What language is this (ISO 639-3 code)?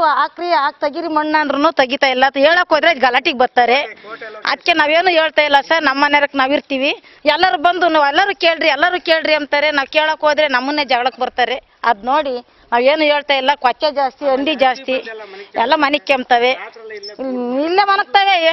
kan